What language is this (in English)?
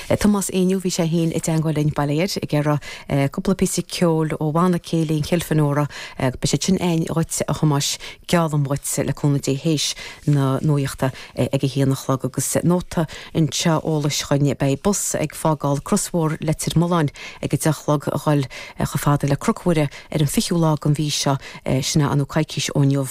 Irish